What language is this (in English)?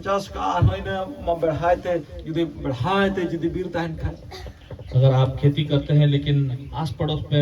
Santali